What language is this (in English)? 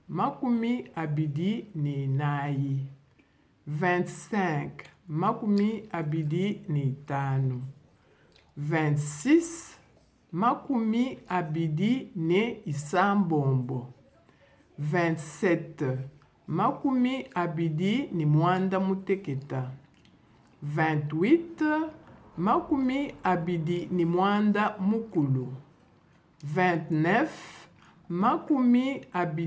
Luba-Lulua